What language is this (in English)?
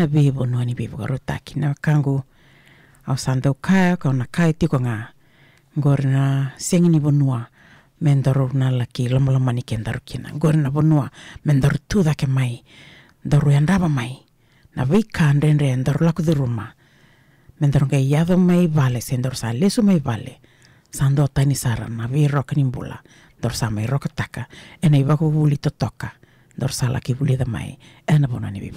Fijian